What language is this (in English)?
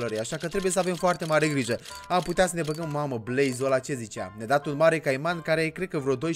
Romanian